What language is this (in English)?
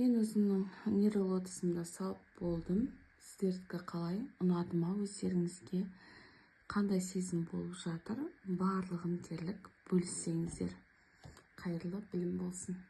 Kazakh